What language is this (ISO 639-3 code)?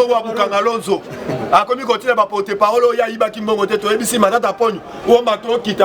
lin